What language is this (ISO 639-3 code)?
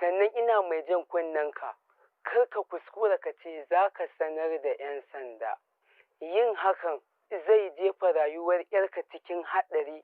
hau